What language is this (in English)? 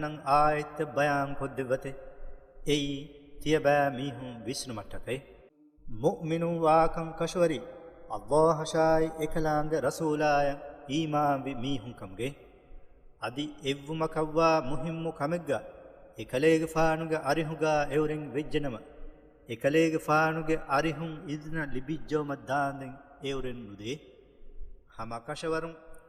Divehi